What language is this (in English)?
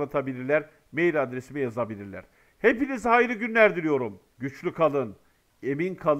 Turkish